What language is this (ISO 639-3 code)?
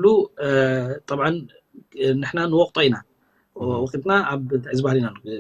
tir